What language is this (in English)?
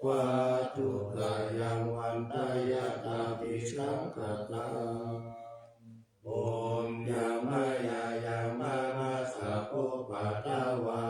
Pali